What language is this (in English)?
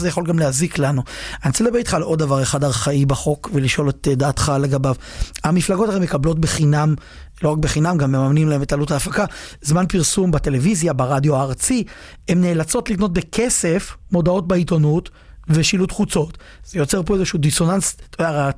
Hebrew